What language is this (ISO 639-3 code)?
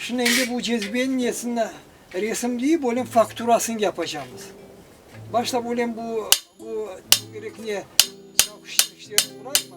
crh